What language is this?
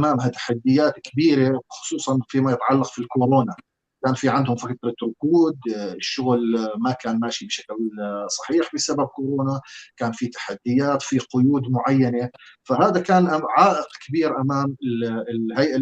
North Levantine Arabic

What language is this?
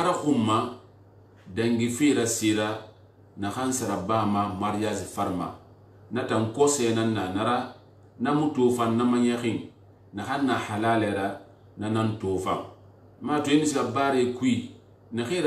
Susu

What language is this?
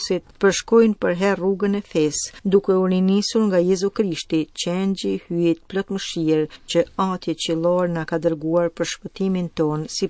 Albanian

